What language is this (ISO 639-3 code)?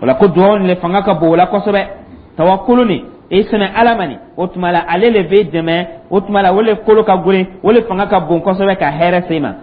dyu